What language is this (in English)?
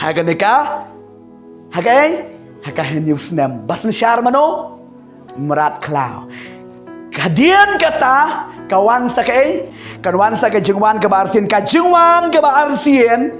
Khasi